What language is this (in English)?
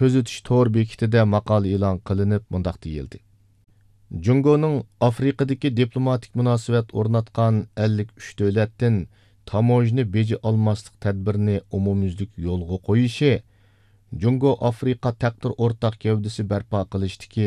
Uyghur